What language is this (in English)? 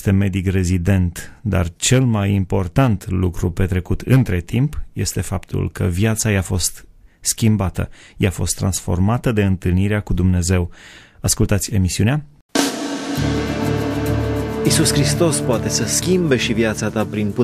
Romanian